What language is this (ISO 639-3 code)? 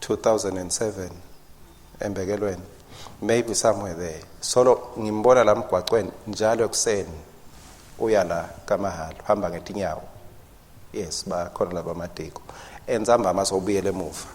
ssw